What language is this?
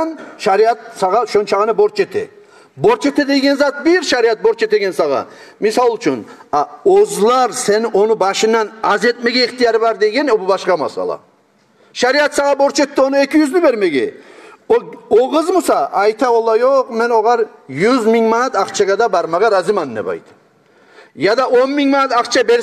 Kumyk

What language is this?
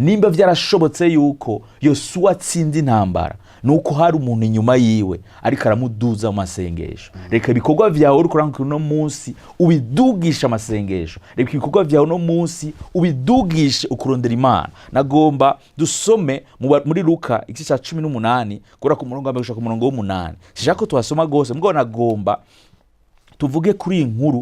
Rundi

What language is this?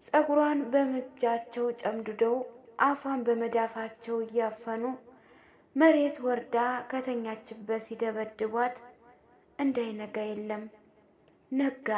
Amharic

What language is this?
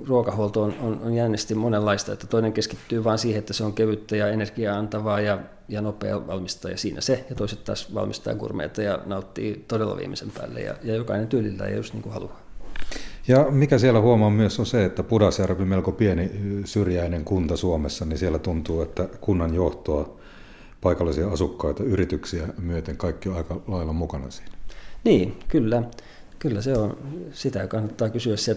Finnish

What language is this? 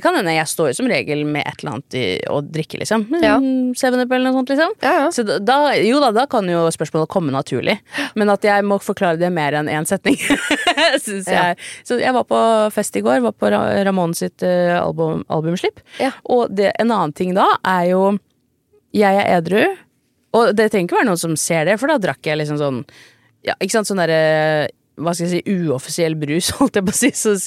Norwegian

